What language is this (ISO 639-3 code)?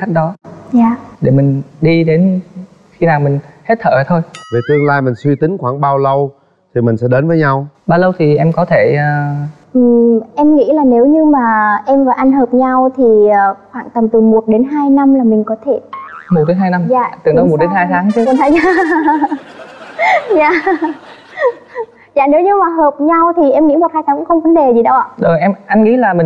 vie